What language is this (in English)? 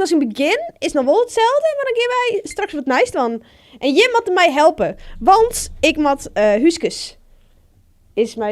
Western Frisian